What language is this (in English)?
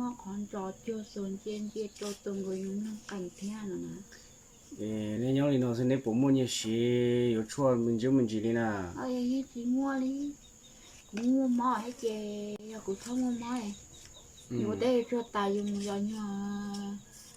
Hmong